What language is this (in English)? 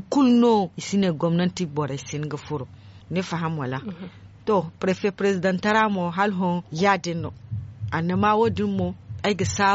Zarma